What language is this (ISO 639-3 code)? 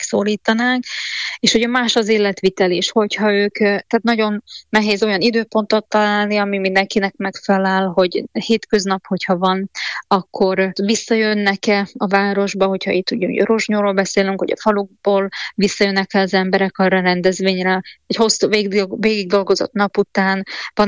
hun